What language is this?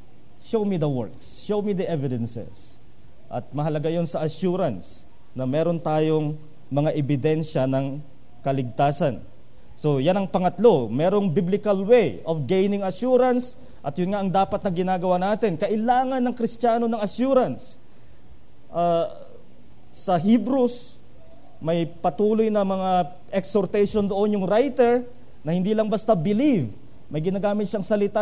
Filipino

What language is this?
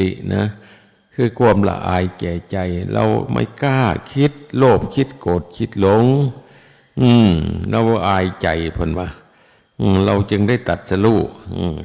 Northeastern Thai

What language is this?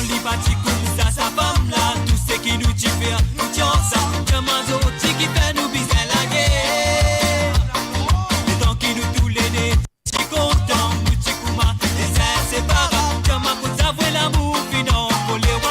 Morisyen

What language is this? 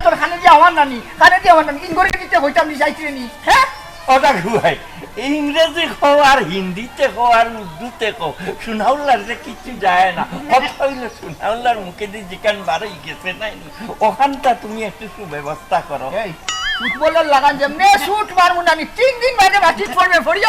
Sylheti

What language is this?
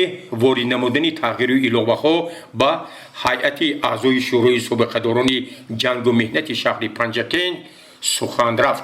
Tajik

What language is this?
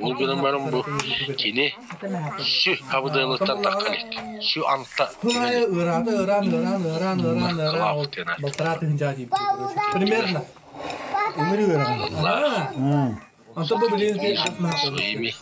Yakut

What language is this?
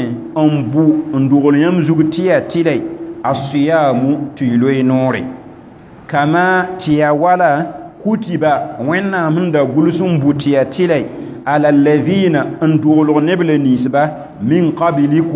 Mossi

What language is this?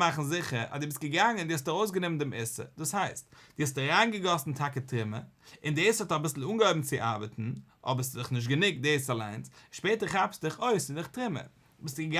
Yiddish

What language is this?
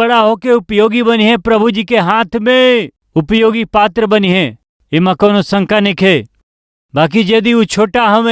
Bhojpuri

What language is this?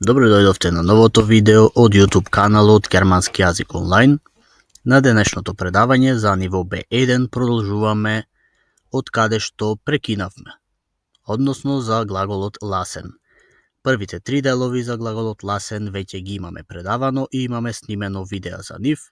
Macedonian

